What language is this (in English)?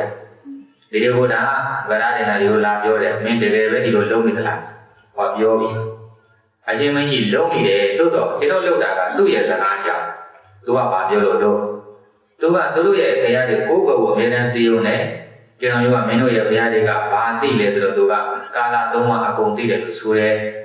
Burmese